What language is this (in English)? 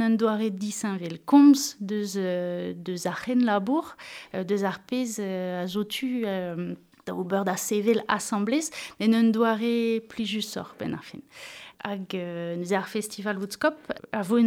Breton